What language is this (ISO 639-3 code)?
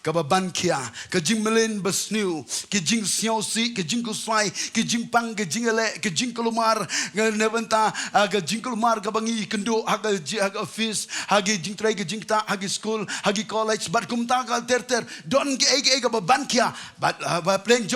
kha